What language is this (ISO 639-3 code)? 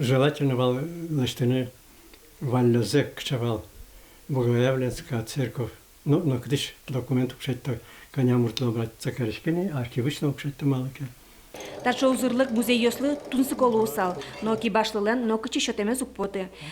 udm